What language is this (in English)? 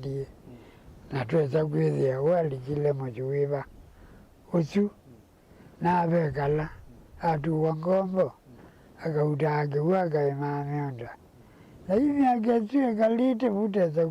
Kamba